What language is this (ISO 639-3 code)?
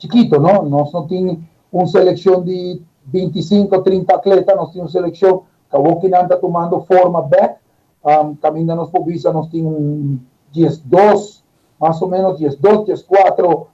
pap